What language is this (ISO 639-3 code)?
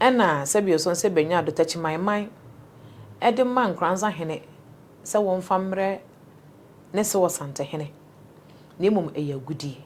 aka